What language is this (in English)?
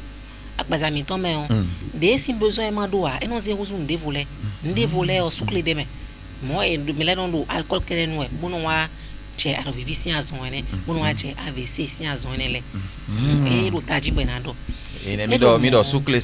Fon